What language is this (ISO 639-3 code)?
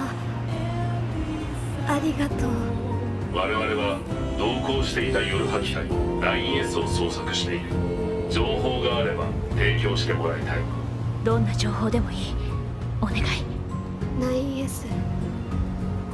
jpn